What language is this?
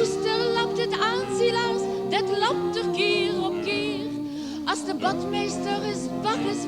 Limburgish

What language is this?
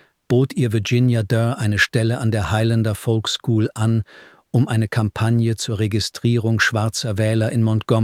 German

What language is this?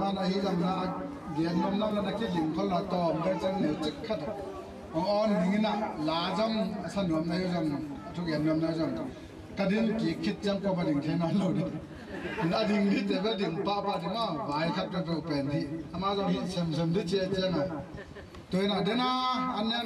Tedim Chin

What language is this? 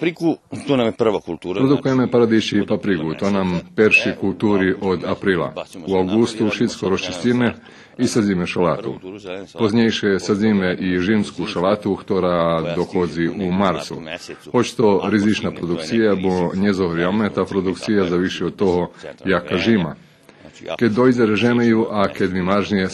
Rusyn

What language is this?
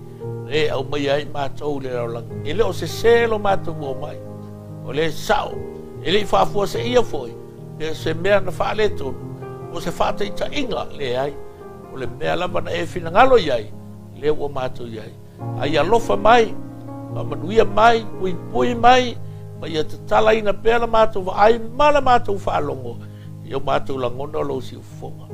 Samoan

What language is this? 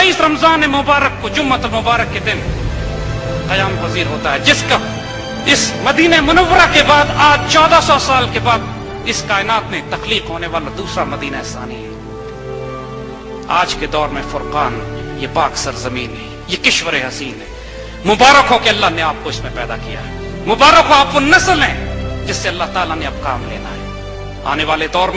Urdu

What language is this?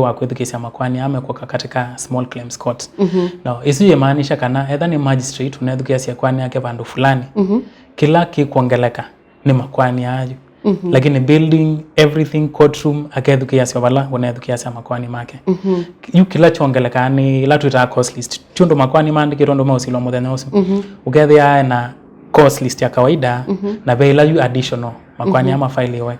Kamba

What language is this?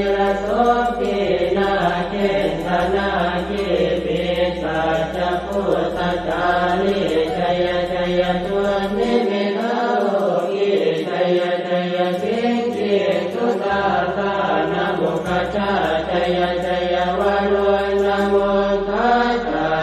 Pali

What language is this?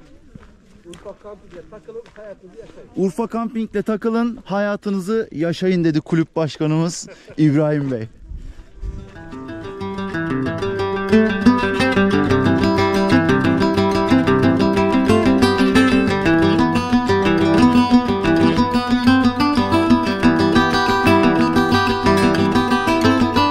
Turkish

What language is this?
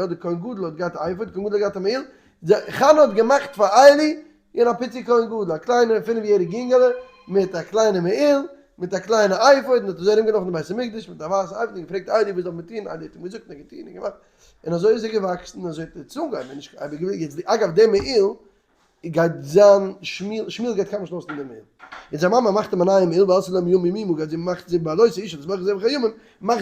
Yiddish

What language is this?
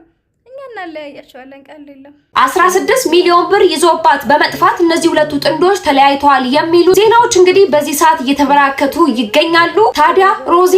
Amharic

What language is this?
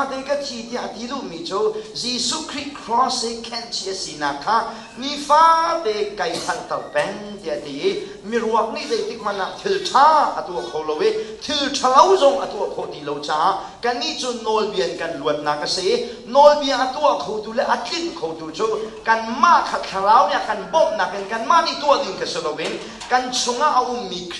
Hakha Chin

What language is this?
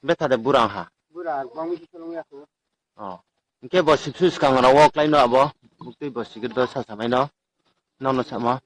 Riang (India)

